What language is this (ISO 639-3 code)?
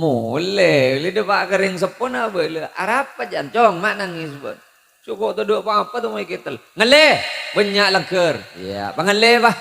mad